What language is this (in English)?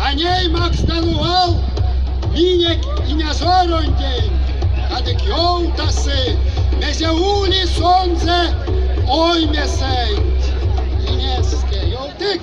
Erzya